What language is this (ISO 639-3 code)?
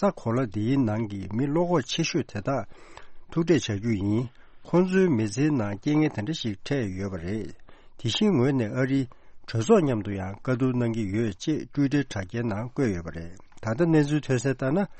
bod